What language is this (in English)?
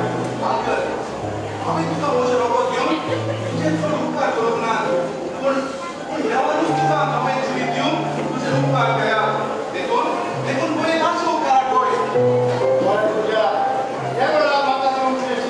Konkani